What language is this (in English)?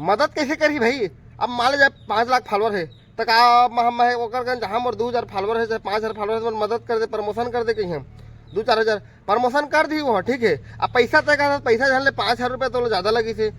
Chhattisgarhi